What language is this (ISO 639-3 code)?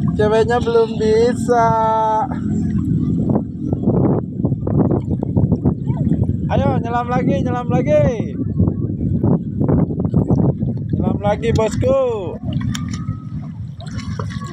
ind